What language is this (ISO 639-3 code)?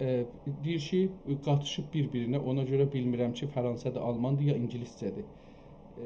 azb